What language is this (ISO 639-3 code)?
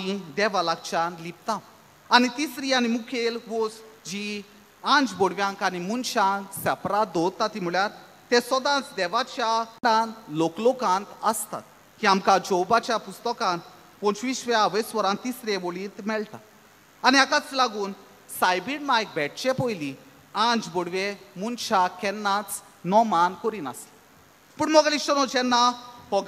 kok